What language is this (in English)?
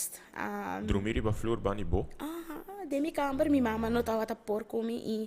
Papiamento